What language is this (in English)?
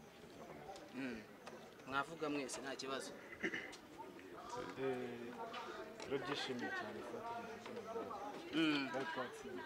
Kinyarwanda